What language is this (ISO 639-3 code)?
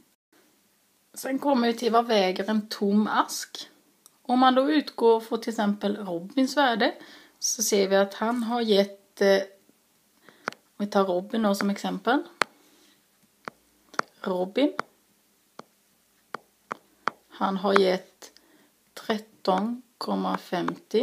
swe